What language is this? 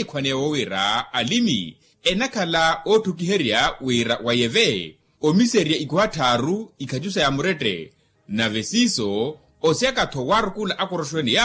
Makhuwa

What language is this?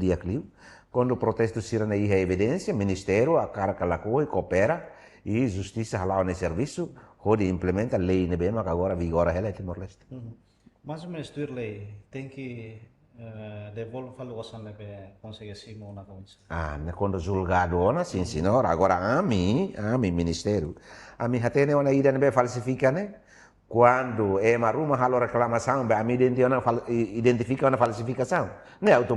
Tetum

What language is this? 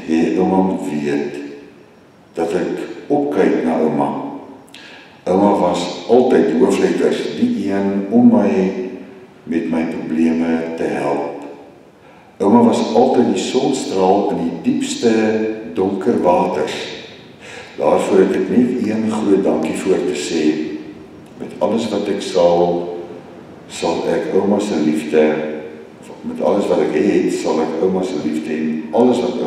Afrikaans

